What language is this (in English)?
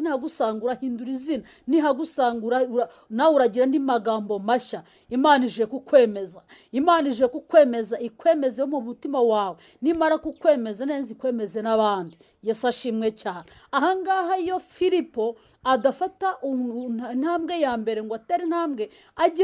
Kinyarwanda